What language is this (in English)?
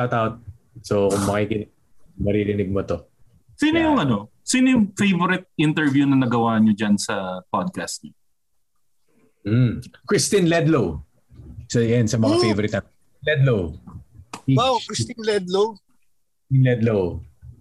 Filipino